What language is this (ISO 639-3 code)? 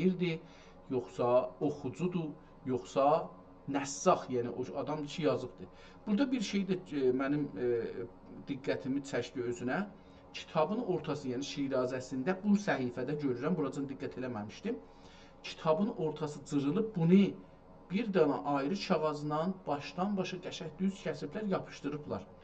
azb